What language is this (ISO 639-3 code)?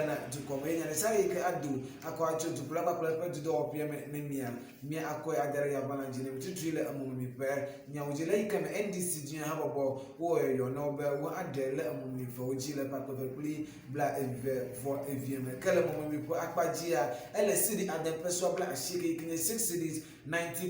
ewe